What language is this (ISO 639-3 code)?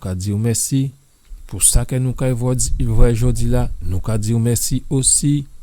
gcf